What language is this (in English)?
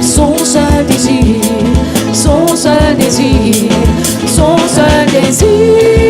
Réunion Creole French